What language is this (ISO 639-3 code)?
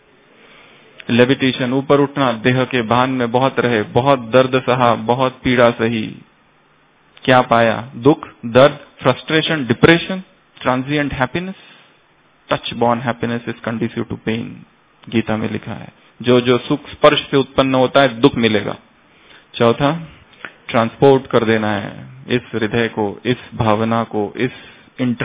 hin